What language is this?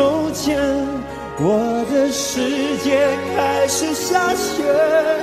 Chinese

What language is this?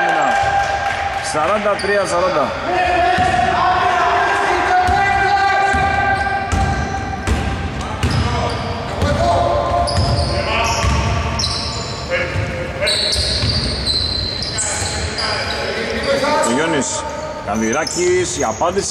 Greek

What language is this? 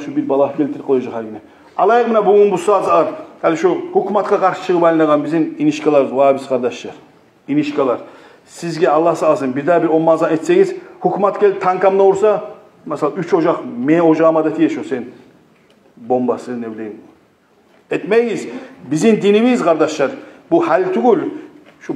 Kumyk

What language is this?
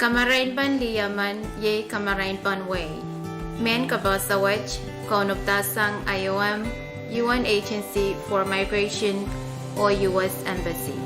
Pohnpeian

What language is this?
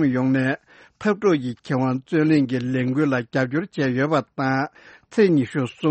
Tibetan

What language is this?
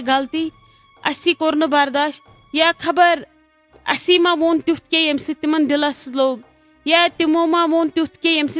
Kashmiri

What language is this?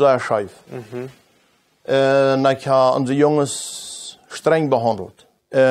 Plautdietsch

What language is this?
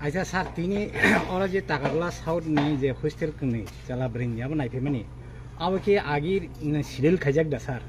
Kok Borok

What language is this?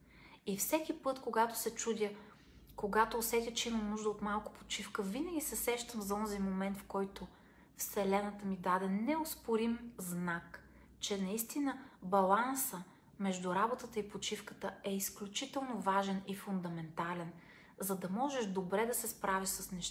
Bulgarian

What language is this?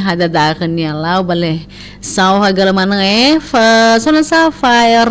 Nias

